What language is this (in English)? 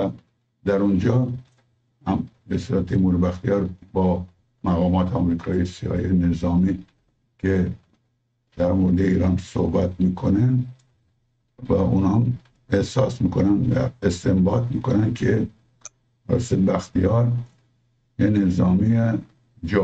Persian